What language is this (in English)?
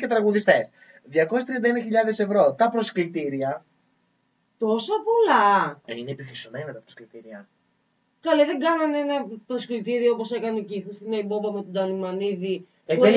Greek